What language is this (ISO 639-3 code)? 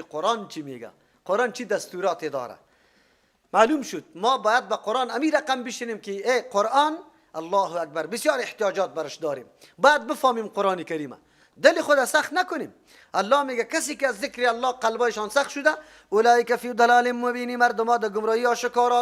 fas